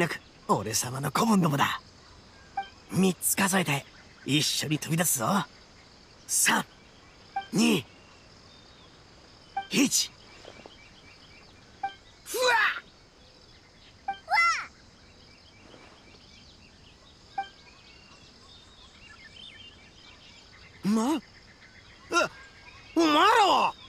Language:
Japanese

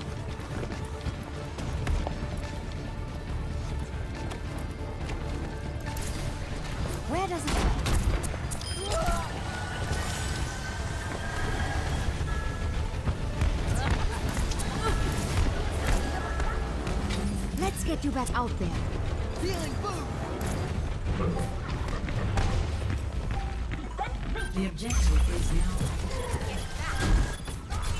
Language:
English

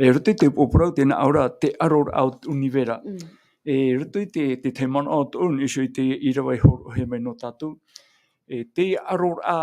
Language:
Tahitian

